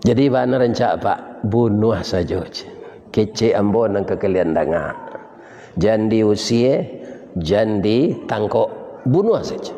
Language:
Minangkabau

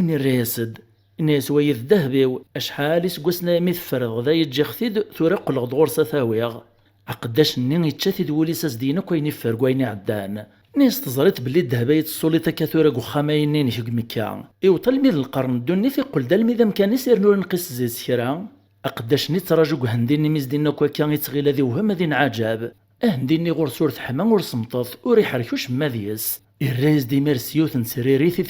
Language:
Kabyle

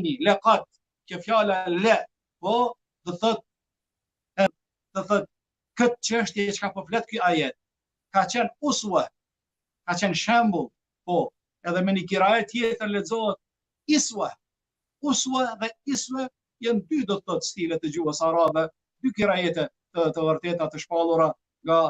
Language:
Albanian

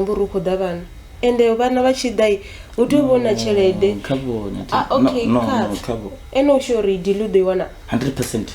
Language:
Venda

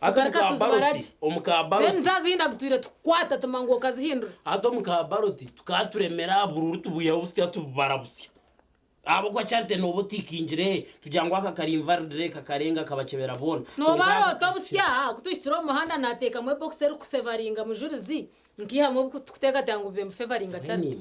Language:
Nyankole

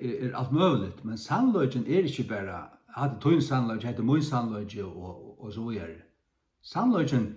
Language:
Faroese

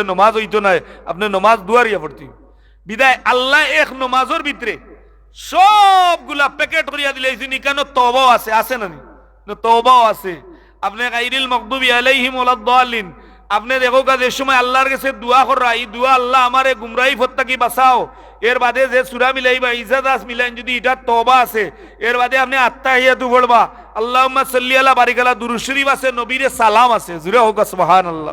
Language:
Sylheti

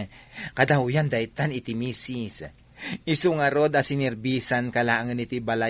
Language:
Iloko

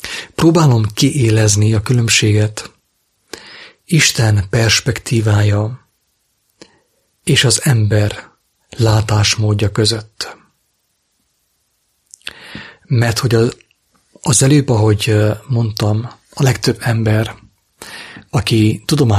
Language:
Hungarian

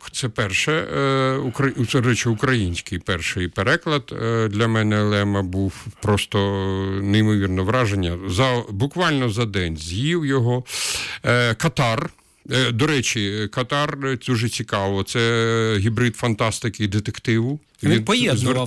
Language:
Ukrainian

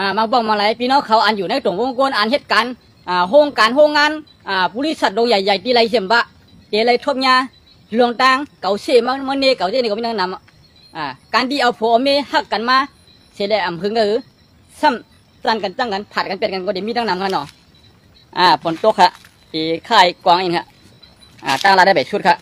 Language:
Shan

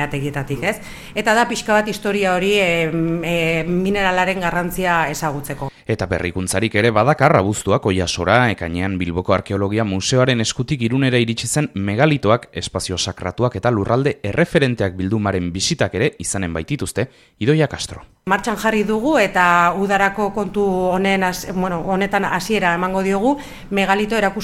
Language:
Basque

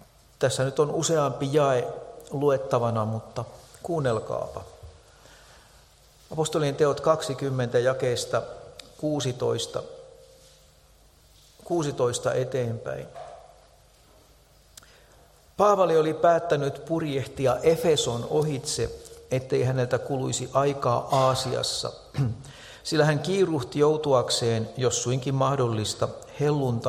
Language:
Finnish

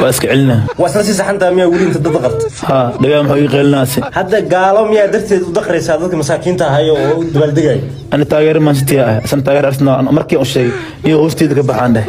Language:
Somali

